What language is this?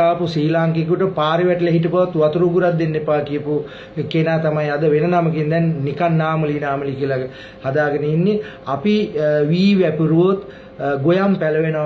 Sinhala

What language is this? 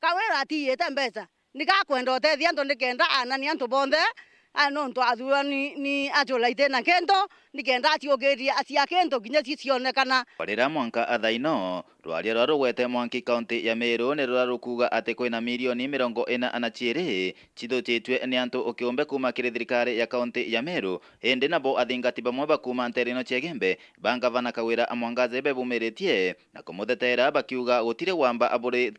Meru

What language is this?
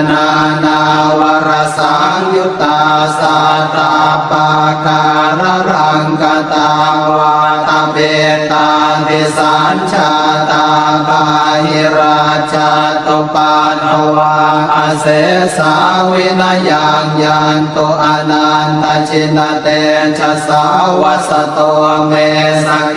Pali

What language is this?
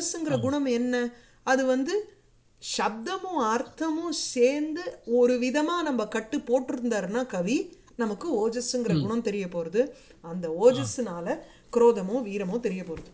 Tamil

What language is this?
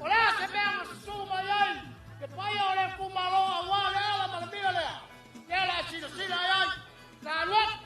Samoan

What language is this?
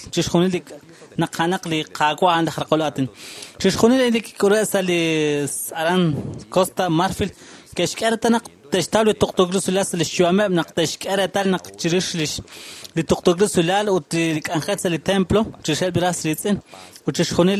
Kekchí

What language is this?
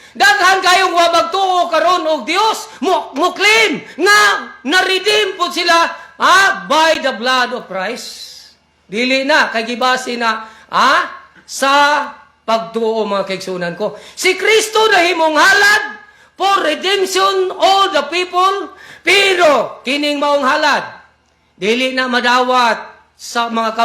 Cebuano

